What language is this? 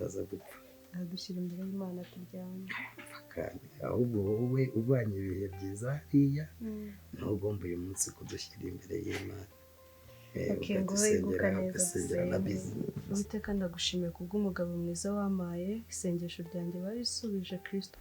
Kinyarwanda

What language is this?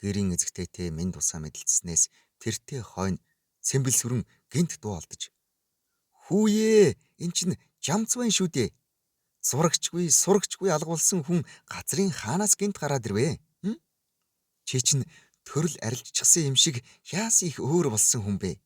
Mongolian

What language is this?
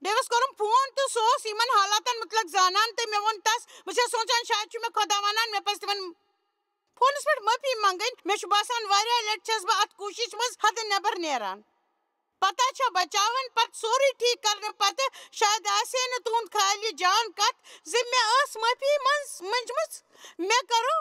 Kashmiri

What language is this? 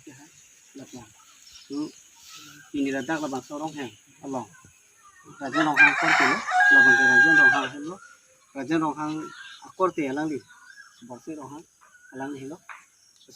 Karbi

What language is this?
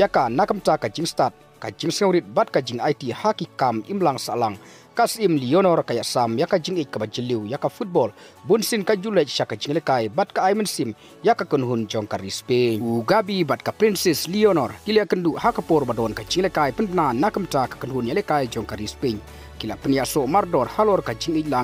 Khasi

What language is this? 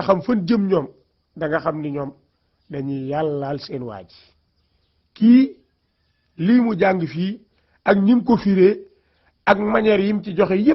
Wolof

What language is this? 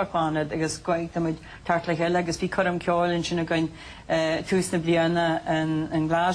Irish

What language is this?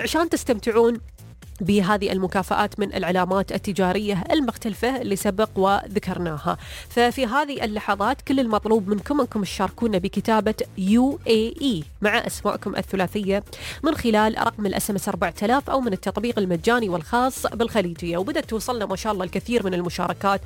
Gulf Arabic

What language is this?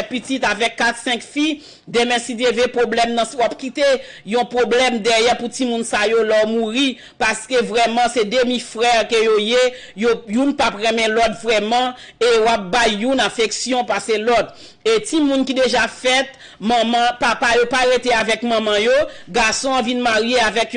Haitian Creole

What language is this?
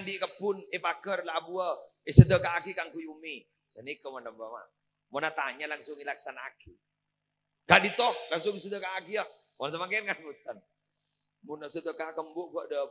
Madurese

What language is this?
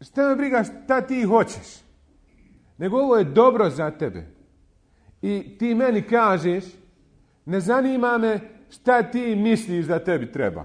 Bosnian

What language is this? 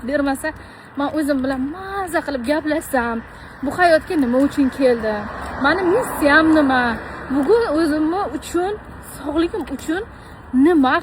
Uzbek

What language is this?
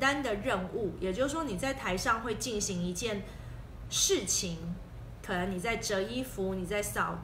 Chinese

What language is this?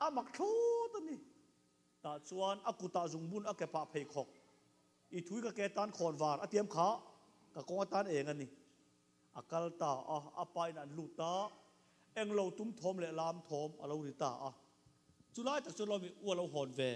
Mizo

